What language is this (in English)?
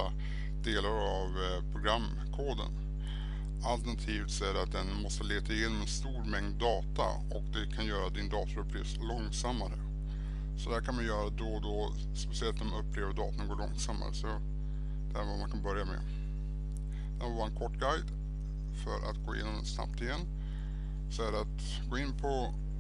Swedish